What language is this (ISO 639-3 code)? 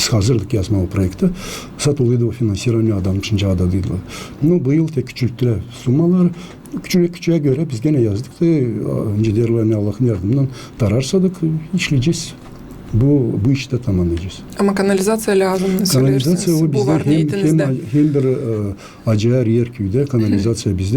gag